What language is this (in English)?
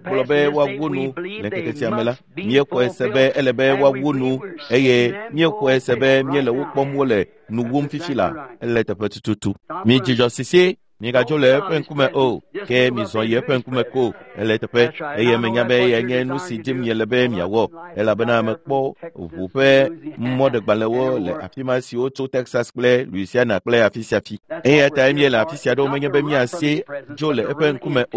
Ewe